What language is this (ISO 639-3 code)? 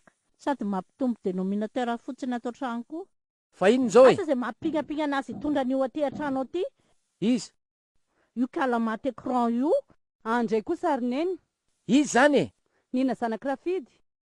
mlg